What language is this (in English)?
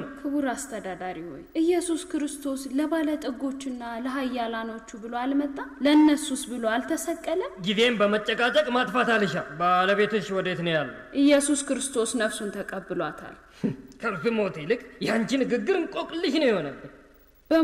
Amharic